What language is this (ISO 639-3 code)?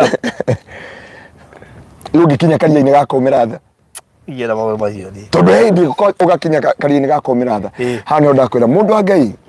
kik